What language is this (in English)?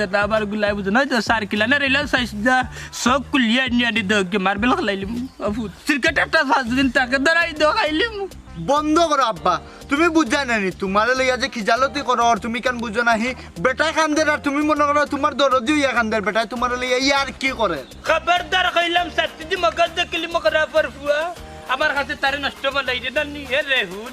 Sylheti